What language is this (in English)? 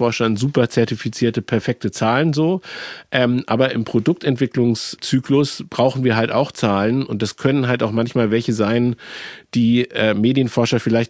German